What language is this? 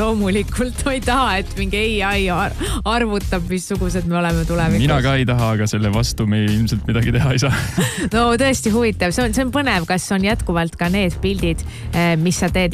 Estonian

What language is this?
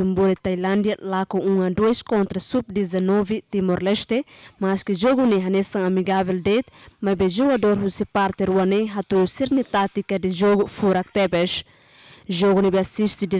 Tetum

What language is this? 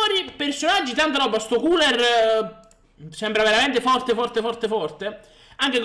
Italian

